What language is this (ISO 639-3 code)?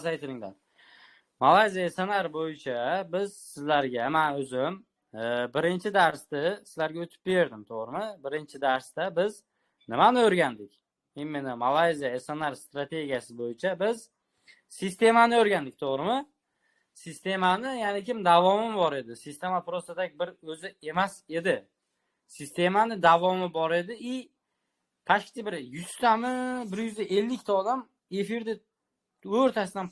uzb